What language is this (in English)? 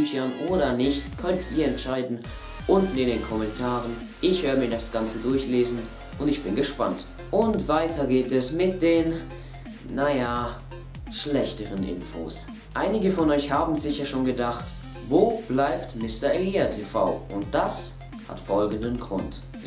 Swiss German